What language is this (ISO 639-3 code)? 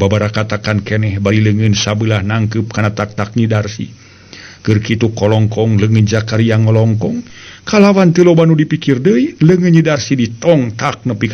sun